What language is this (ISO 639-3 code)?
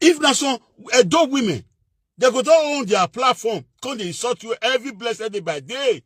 pcm